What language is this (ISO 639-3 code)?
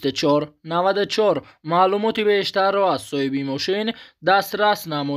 tgk